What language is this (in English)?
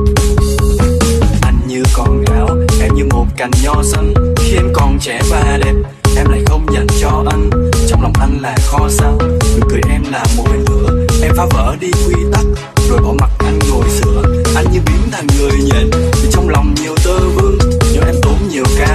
Vietnamese